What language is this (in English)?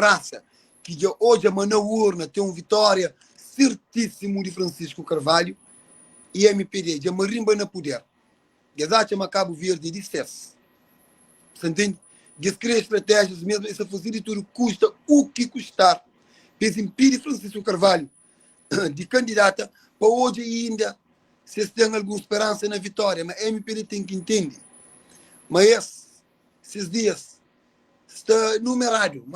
Kabuverdianu